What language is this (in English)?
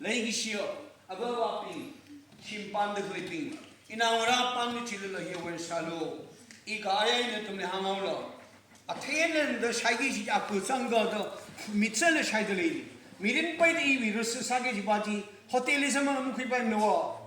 Tangkhul Naga (India)